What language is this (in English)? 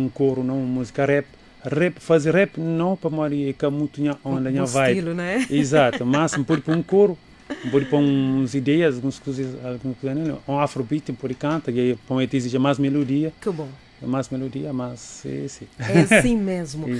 Kabuverdianu